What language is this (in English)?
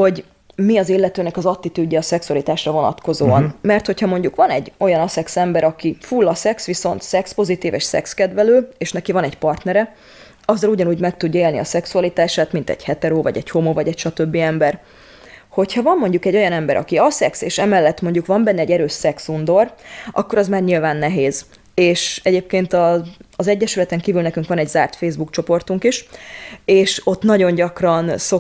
Hungarian